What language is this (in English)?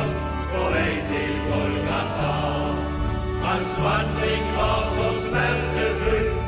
Norwegian